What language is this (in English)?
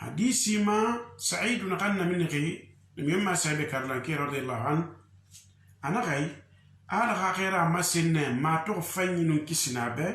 Susu